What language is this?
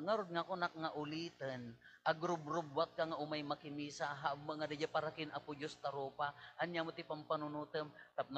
Iloko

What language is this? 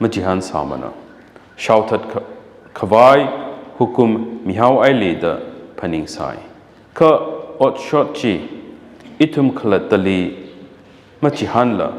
Tangkhul Naga (India)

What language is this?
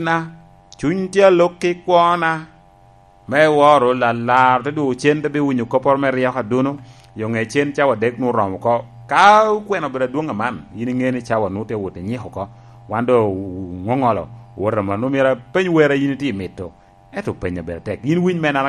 Lango (Uganda)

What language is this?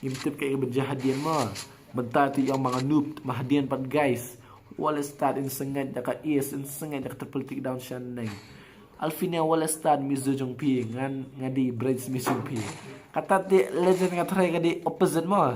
Khasi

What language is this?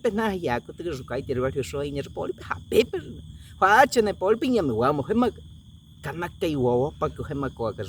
Baniwa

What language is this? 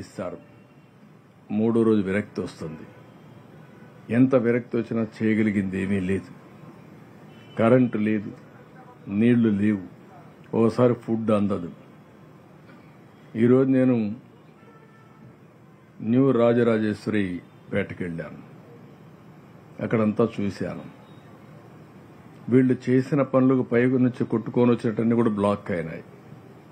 Telugu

